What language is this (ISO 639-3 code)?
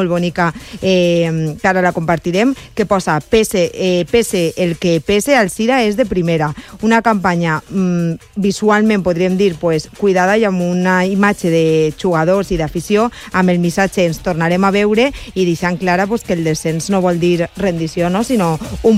cat